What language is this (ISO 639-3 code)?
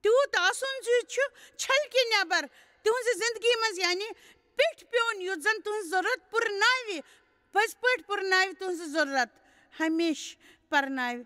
kas